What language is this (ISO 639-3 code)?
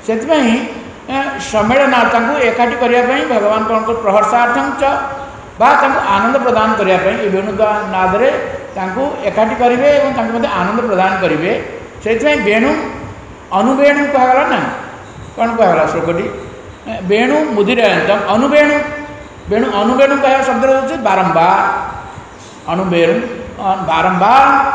ori